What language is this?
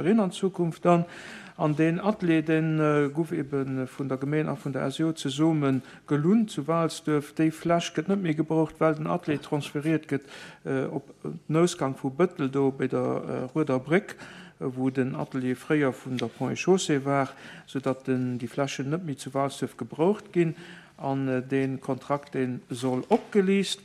Luxembourgish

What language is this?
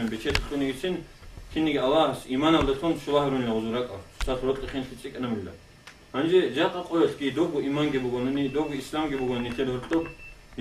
Avaric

